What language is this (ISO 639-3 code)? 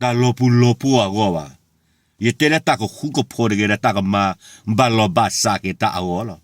ksw